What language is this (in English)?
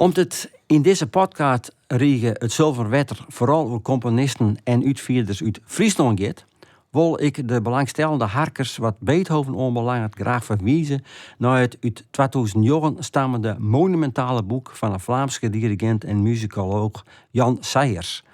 Western Frisian